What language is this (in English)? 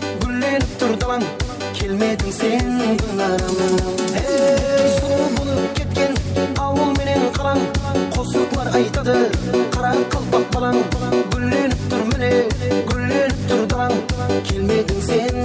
Kara-Kalpak